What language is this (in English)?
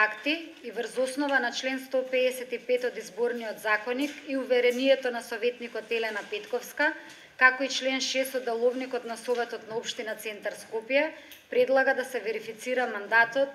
Macedonian